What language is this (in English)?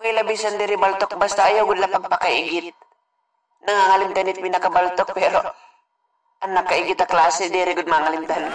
Waray